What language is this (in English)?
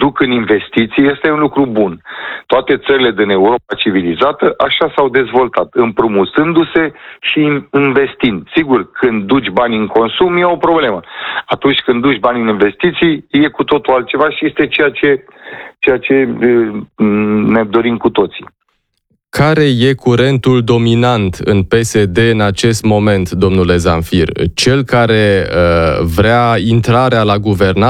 Romanian